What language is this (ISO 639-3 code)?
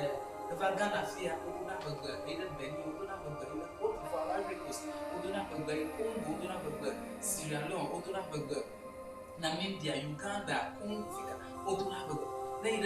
ewe